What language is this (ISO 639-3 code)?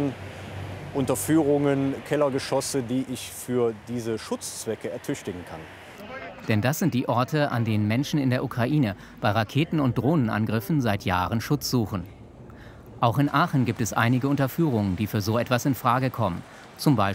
deu